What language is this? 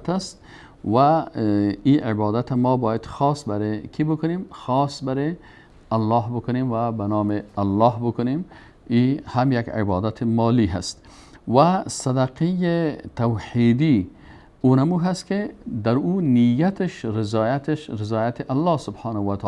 Persian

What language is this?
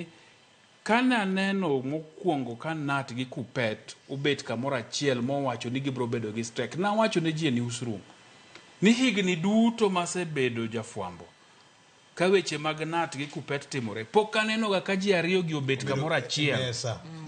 Luo (Kenya and Tanzania)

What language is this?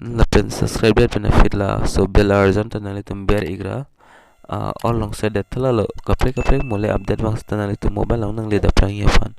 Karbi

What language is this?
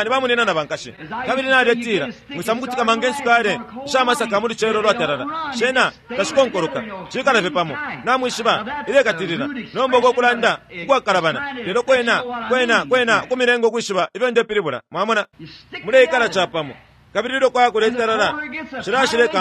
Bemba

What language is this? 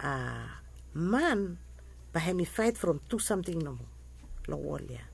Bislama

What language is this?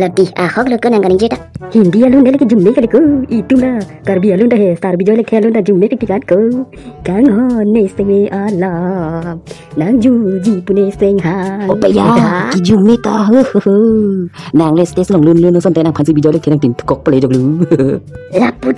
Karbi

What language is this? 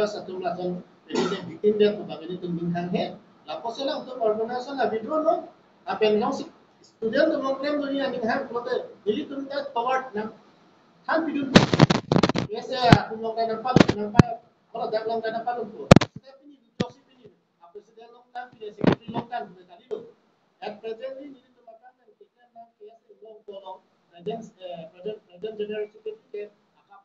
Karbi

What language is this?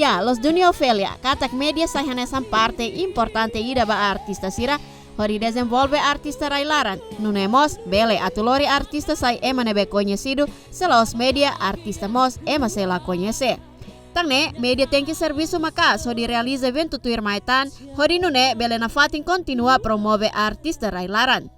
Tetum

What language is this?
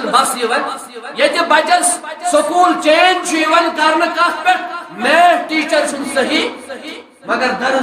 Kashmiri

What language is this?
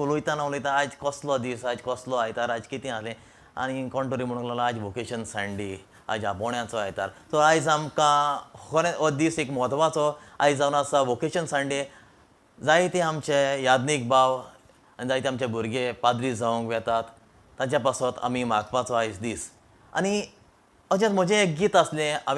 Konkani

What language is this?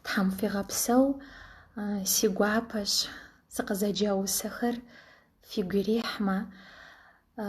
Kabardian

